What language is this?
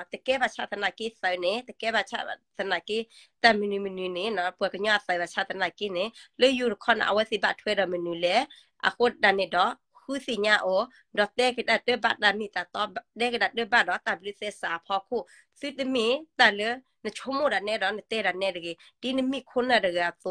S'gaw Karen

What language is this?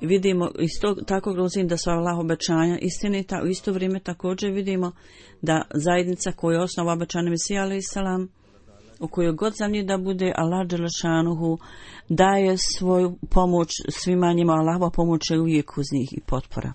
Bosnian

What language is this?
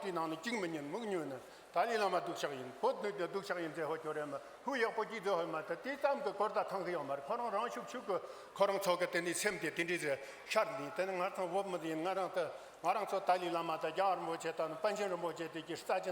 Tibetan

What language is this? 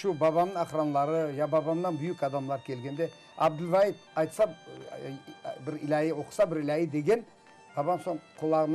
Crimean Tatar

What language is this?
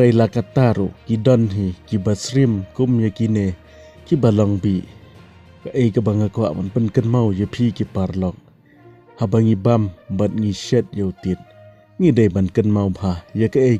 Khasi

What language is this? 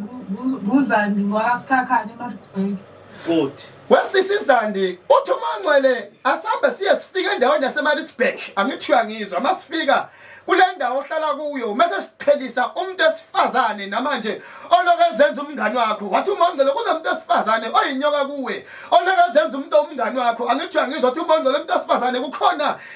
Zulu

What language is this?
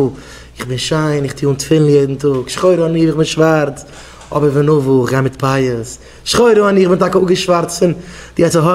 Yiddish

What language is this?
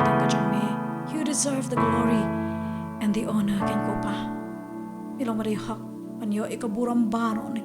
Khasi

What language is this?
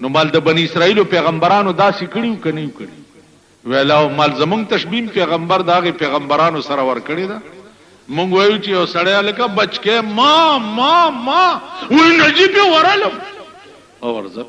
Pashto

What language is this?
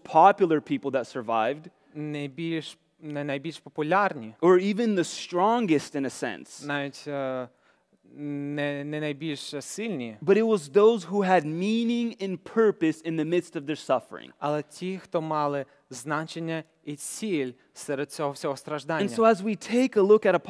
Ukrainian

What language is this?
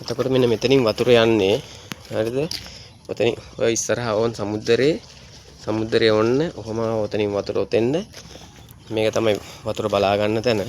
Sinhala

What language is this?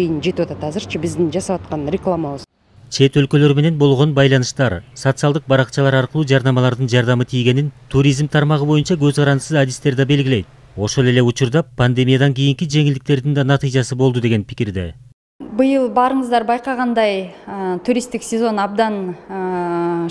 Kyrgyz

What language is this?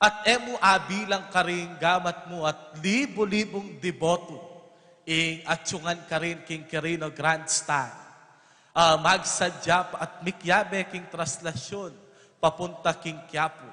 Pampanga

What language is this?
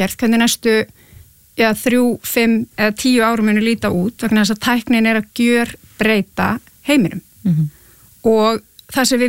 Icelandic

